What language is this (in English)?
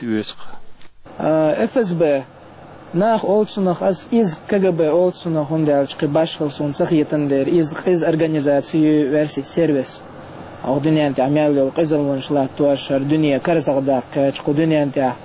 Chechen